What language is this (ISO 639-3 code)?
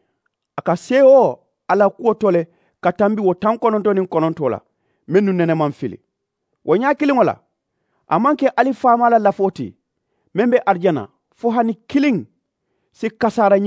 man